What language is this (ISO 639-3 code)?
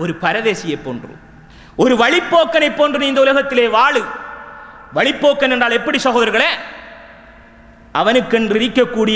tam